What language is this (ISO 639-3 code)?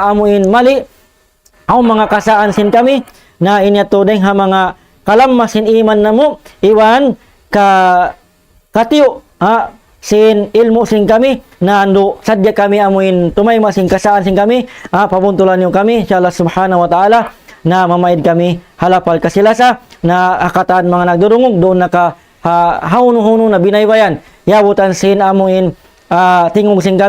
tsg